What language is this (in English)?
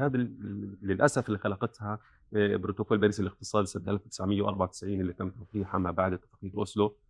North Levantine Arabic